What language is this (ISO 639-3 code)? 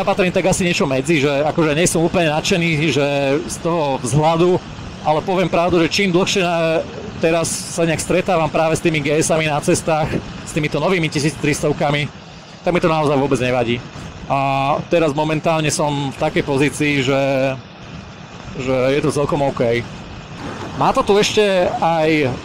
slk